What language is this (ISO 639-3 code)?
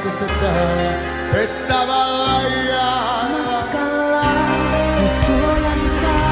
fin